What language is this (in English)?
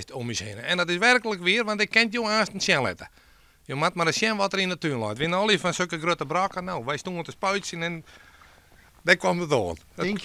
Western Frisian